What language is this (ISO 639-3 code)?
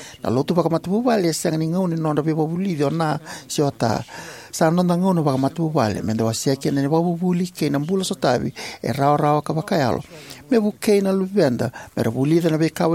fij